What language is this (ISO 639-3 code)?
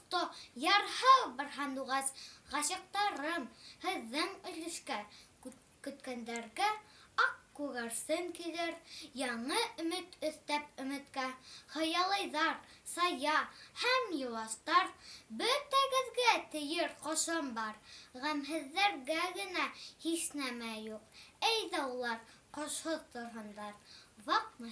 bak